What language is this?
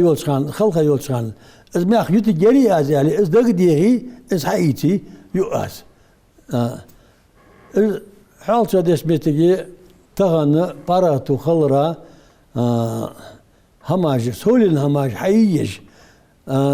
Ingush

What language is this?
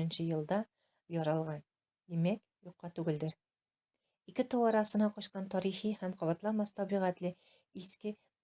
Tatar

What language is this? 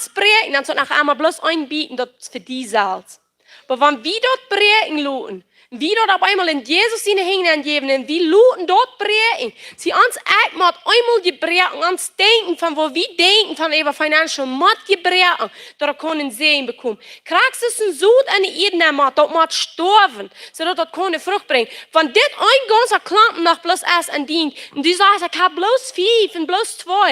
Plautdietsch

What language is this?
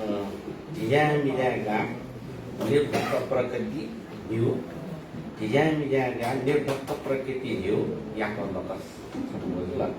Newari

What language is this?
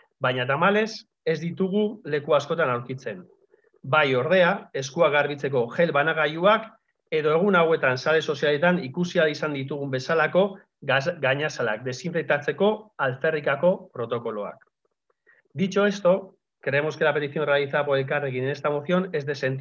Basque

